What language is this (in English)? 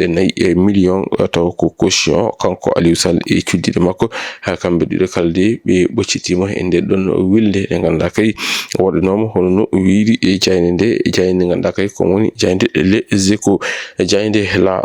Fula